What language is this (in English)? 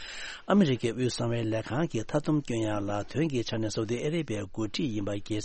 Tibetan